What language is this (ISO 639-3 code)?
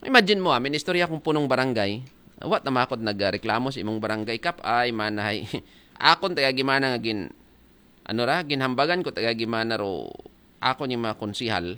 akl